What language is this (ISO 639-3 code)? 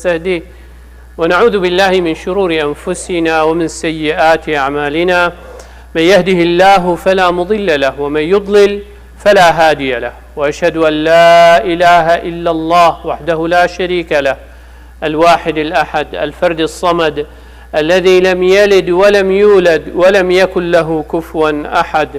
kur